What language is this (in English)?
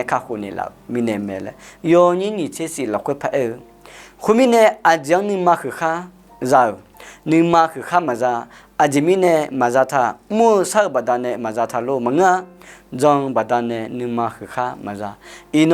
Akha